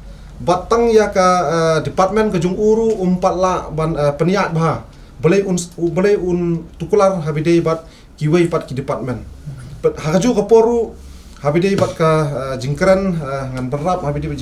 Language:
Khasi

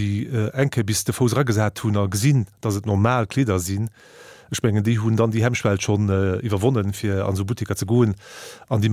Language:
Luxembourgish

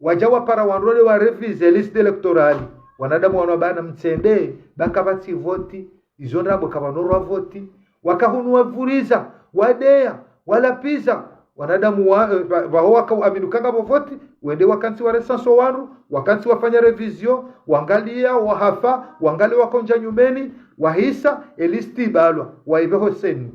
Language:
Ngazidja Comorian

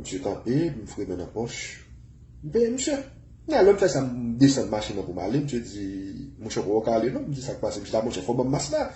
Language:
Haitian Creole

